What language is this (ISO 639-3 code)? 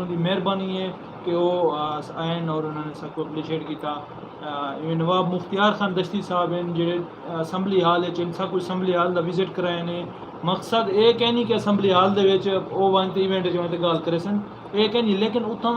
skr